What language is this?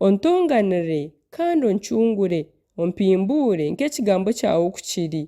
Nyankole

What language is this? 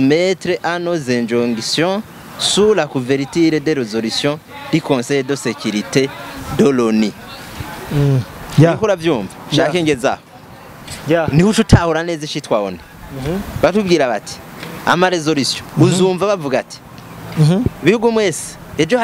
Rundi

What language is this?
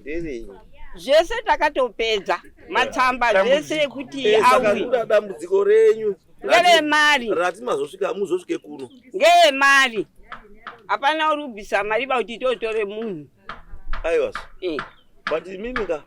Shona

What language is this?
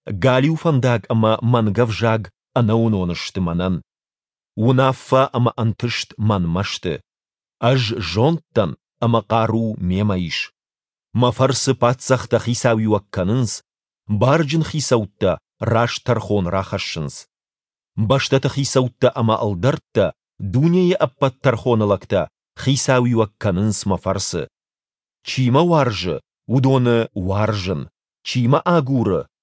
Ossetic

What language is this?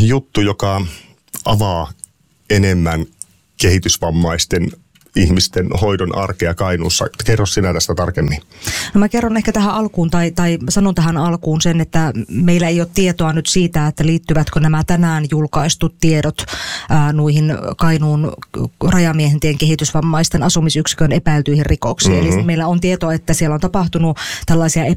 Finnish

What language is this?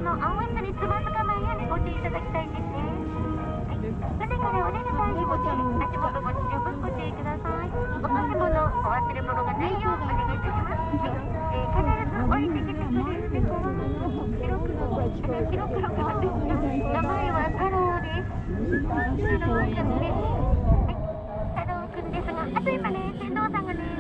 Japanese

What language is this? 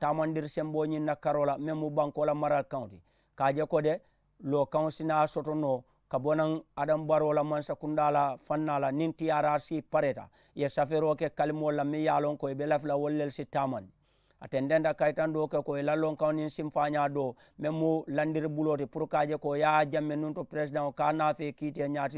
Mandingo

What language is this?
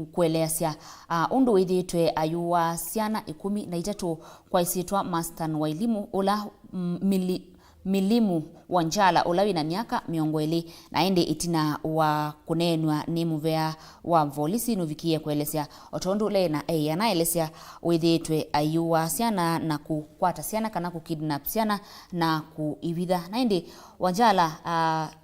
Kamba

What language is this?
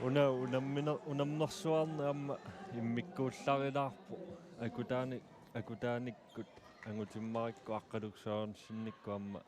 Kalaallisut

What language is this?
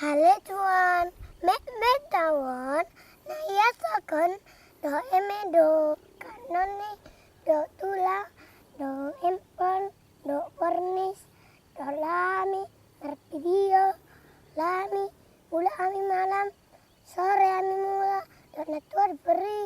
Batak Toba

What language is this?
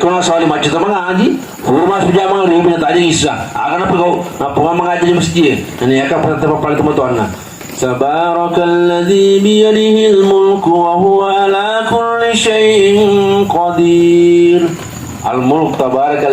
Buginese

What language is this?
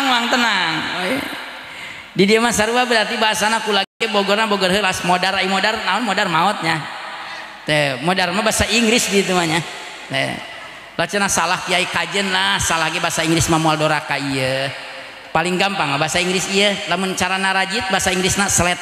Sundanese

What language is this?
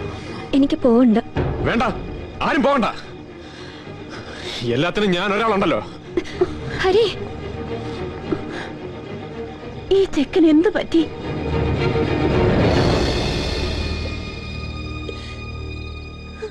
Malayalam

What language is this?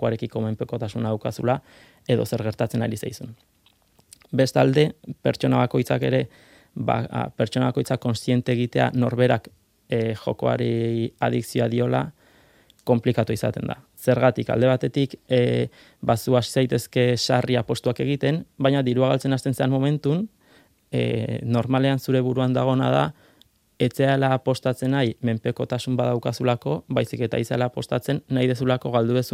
Basque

